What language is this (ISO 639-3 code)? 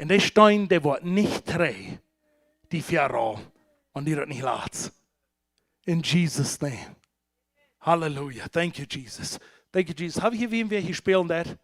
pdt